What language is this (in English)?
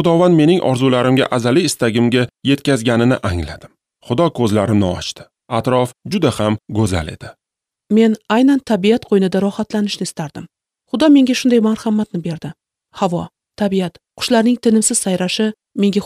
Uzbek